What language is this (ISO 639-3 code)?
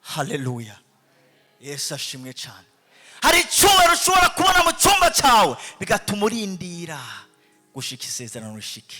run